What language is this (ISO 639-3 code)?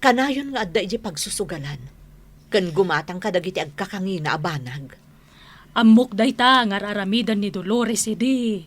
ilo